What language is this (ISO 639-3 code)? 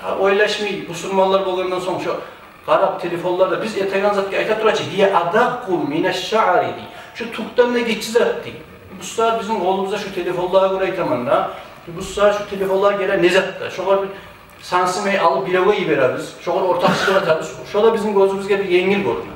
kum